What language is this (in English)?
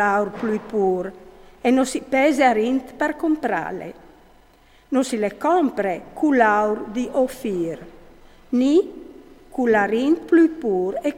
Friulian